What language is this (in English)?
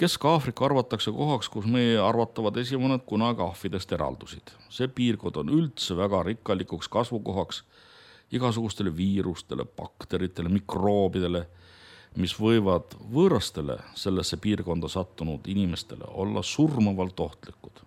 Estonian